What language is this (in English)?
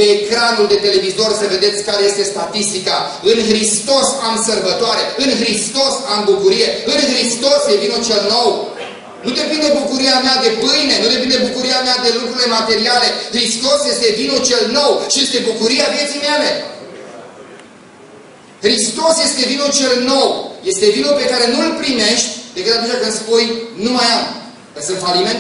Romanian